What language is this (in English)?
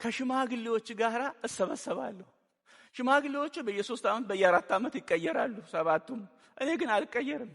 Amharic